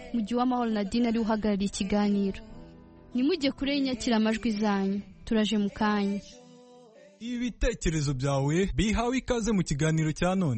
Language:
Kinyarwanda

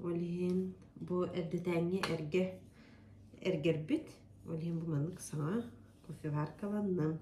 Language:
Yakut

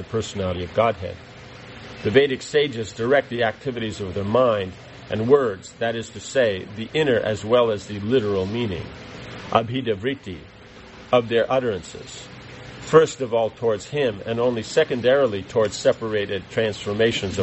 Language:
English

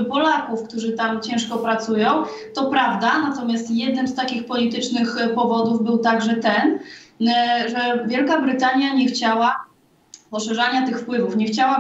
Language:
Polish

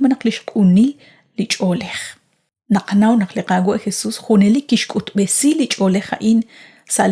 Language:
Kekchí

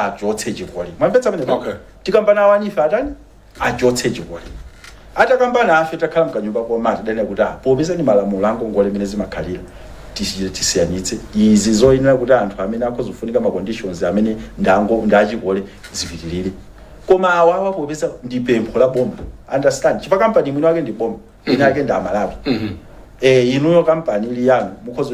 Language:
Nyanja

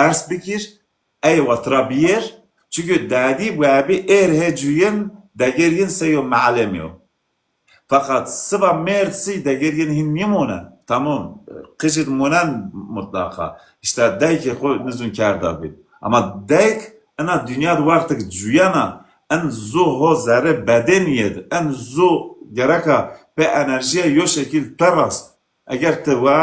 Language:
Zaza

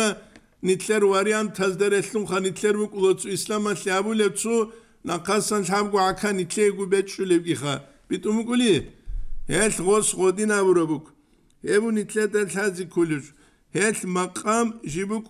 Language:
Avaric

